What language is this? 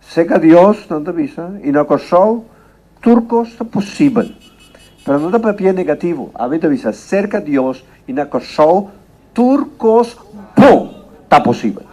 Papiamento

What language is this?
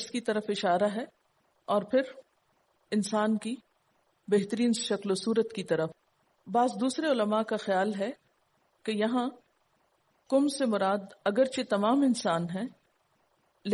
Urdu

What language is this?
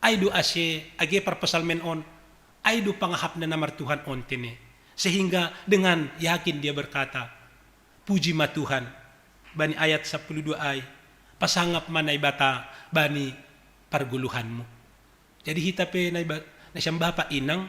Batak Simalungun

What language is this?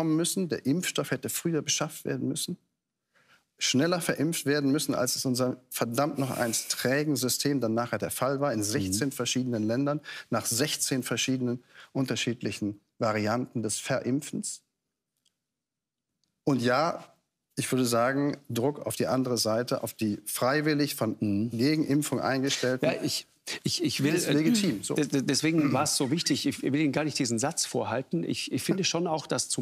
German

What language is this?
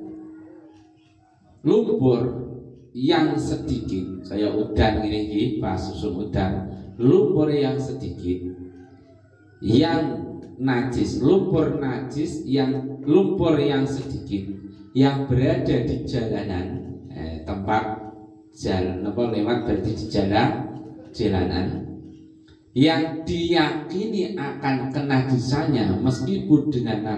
Indonesian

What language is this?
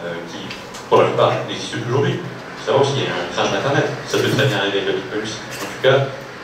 French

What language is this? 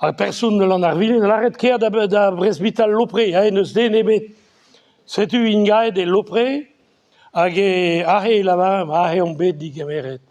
Breton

